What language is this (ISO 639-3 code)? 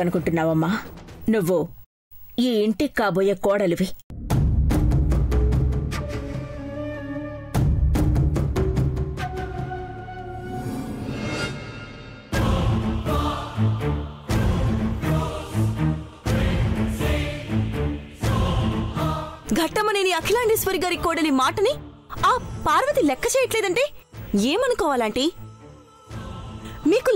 tel